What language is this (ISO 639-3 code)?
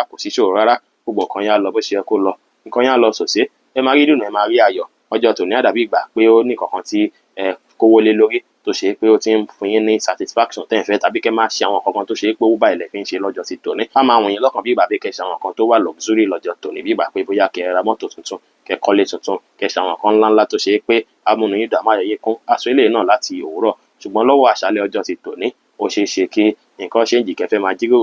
yor